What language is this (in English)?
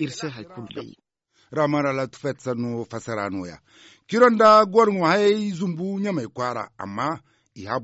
Zarma